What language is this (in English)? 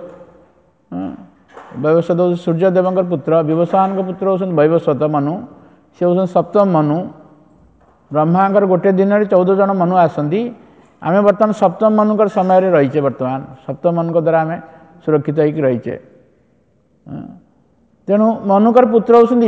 Odia